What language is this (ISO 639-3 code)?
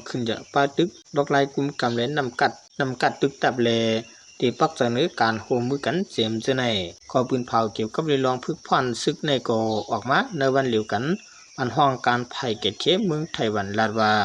shn